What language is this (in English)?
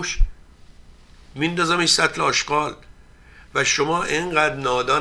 Persian